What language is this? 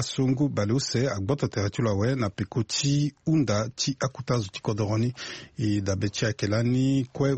Sango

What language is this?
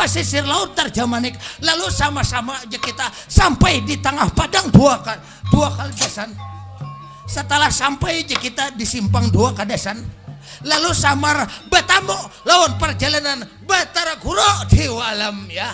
Banjar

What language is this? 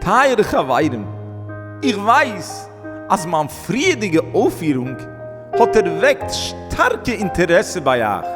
Yiddish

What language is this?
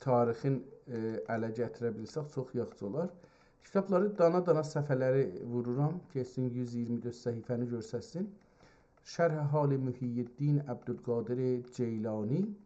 South Azerbaijani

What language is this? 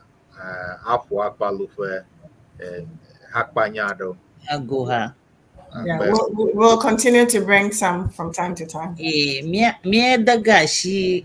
Ewe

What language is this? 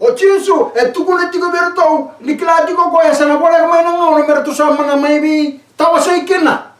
Fijian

